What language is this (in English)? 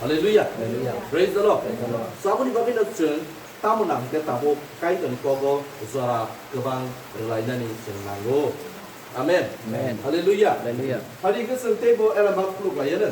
Kok Borok